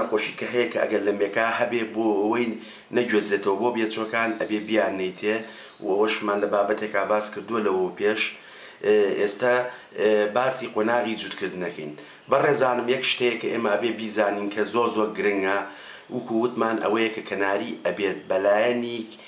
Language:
Central Kurdish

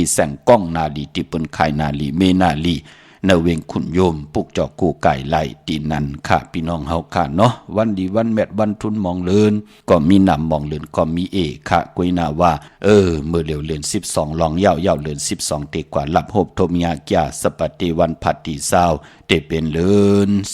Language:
Shan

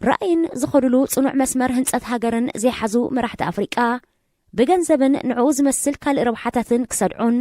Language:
Tigrinya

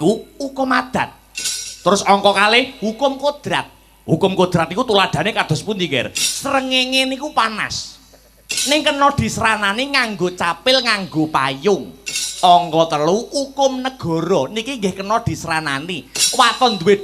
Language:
Javanese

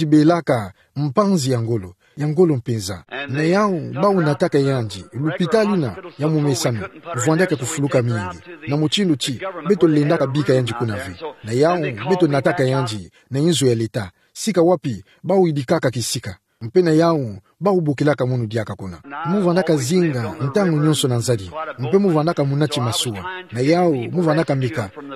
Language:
Kituba (Democratic Republic of Congo)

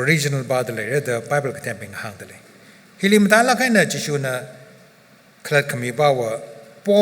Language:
Tangkhul Naga (India)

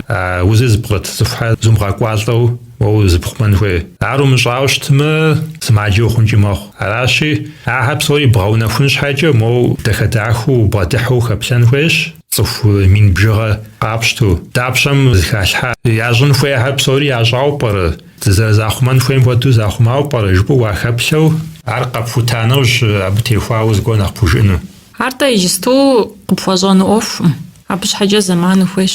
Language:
Kabardian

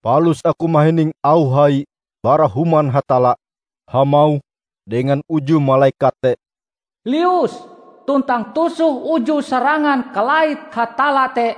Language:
Ngaju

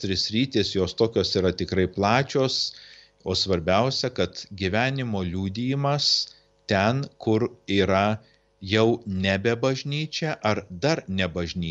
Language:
Lithuanian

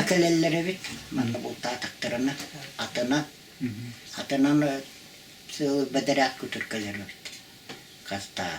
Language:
Yakut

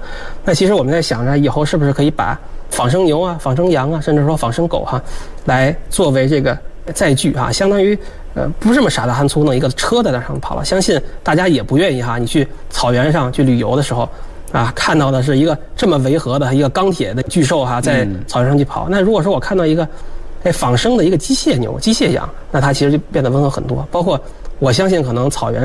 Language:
Chinese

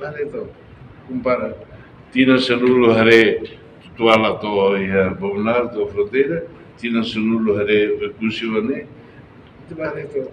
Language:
Tetum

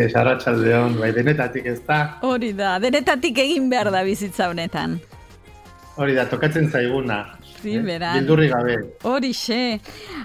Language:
Basque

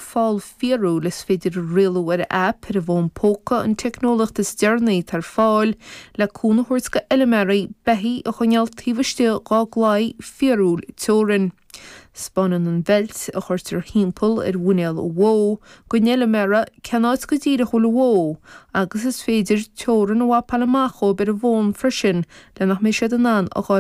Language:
Irish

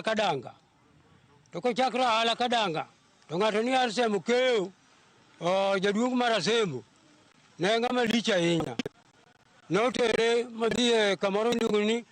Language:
Luo (Kenya and Tanzania)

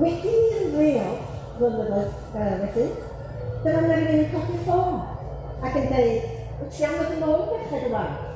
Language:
Welsh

